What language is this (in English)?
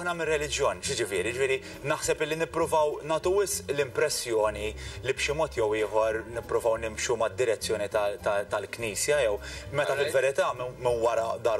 Maltese